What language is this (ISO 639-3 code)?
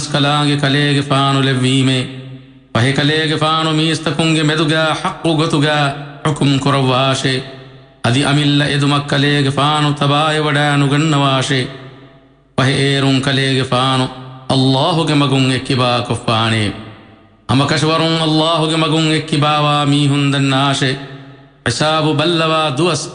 div